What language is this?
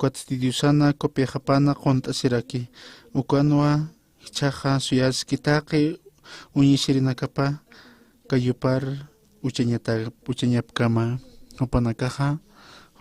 Aymara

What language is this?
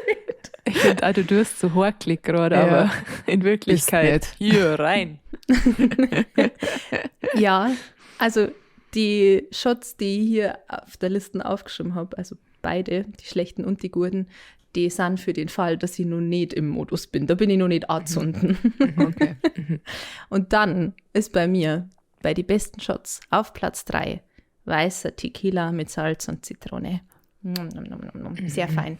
Bavarian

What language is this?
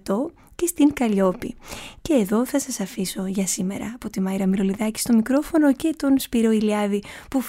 Greek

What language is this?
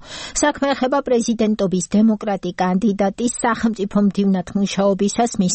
Georgian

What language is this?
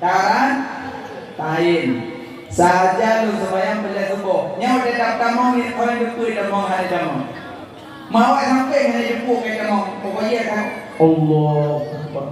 Achinese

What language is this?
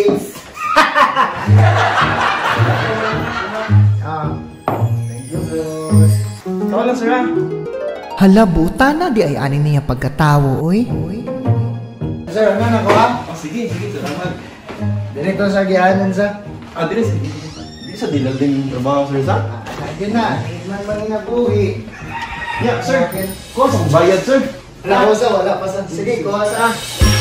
Cebuano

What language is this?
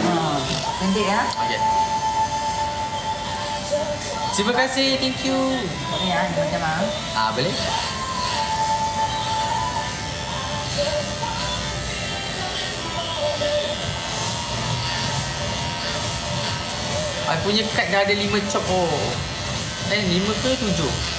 Malay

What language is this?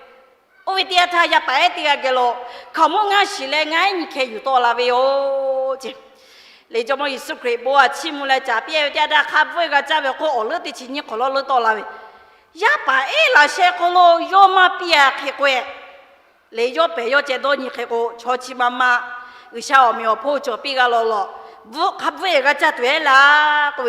Lahu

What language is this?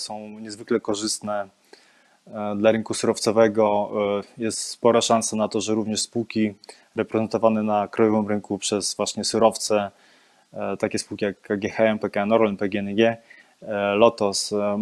Polish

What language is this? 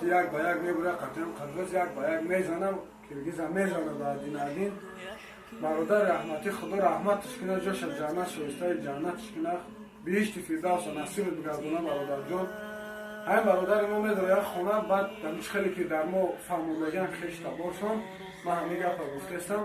Tajik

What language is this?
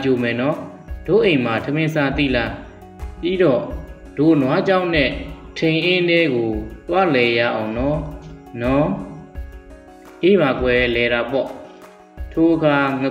Burmese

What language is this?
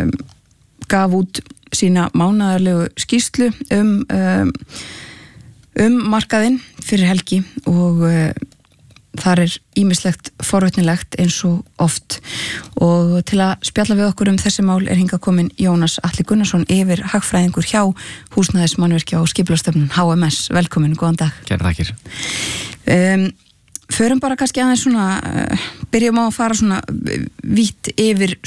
Icelandic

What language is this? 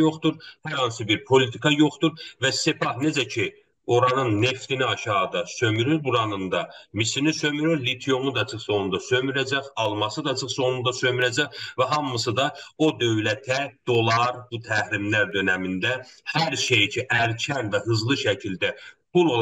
South Azerbaijani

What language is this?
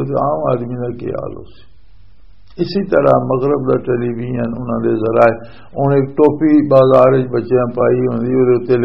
Western Panjabi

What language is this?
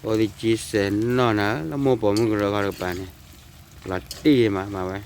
S'gaw Karen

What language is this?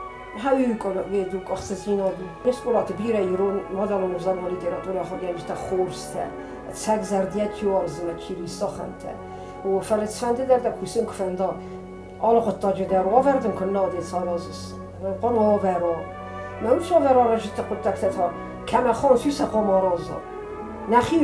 Ossetic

